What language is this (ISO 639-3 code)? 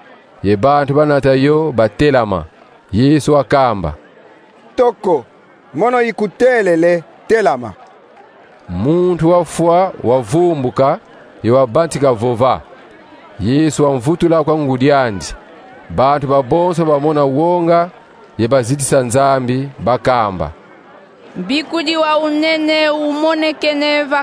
kon